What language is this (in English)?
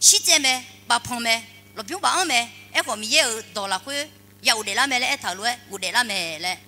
Akha